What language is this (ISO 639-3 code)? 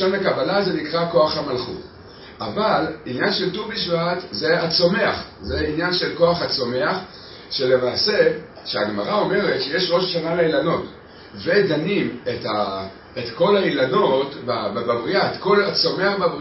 heb